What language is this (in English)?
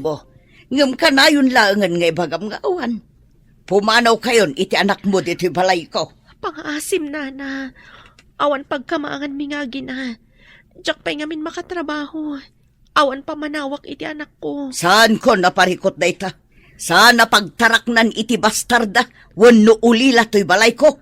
Iloko